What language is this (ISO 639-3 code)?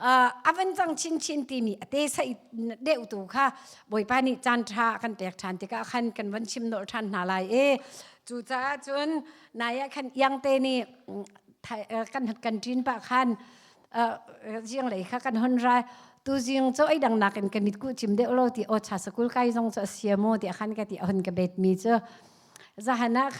cnh